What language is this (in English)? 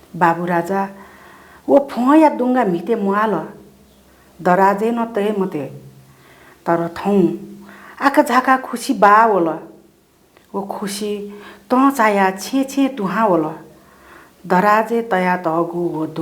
Newari